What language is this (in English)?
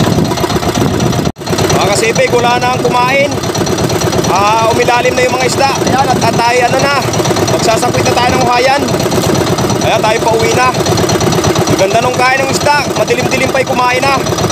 Filipino